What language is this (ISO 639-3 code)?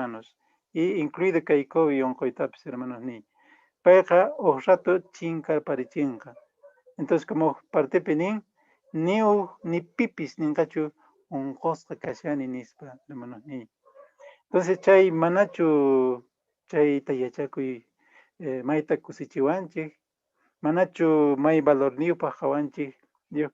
que